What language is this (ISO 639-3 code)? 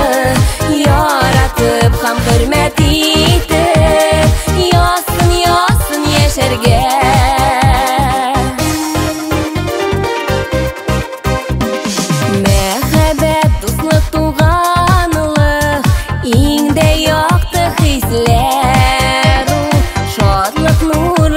tat